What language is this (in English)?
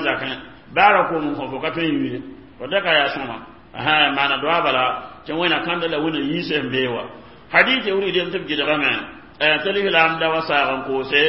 Mossi